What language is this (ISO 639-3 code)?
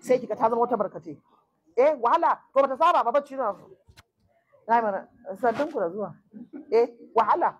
hau